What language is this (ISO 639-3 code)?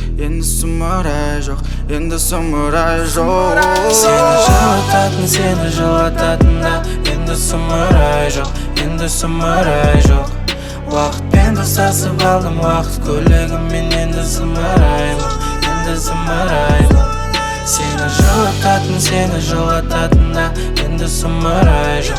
kaz